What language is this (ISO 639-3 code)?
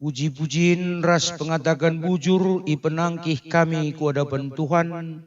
btx